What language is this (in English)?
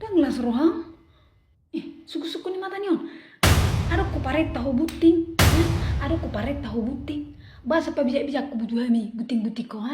Batak Toba